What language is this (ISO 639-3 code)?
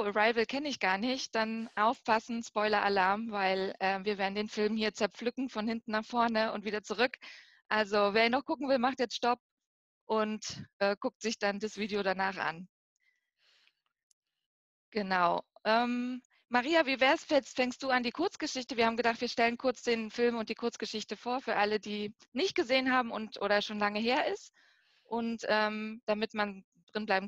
deu